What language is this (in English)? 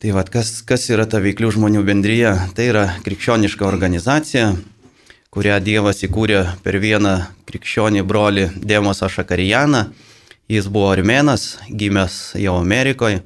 Lithuanian